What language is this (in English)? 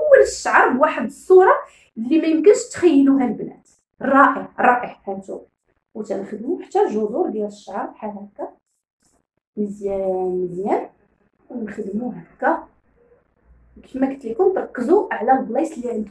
Moroccan Arabic